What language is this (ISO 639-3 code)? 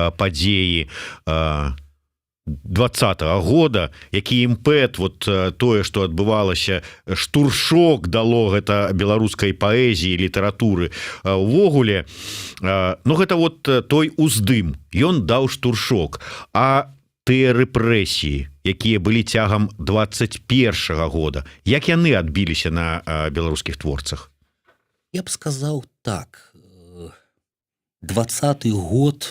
bel